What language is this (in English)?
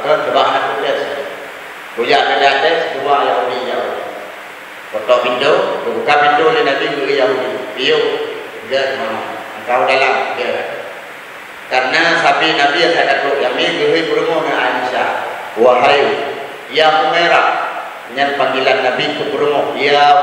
Achinese